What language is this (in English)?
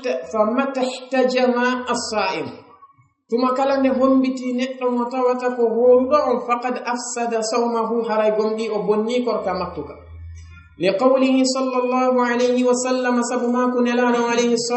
Fula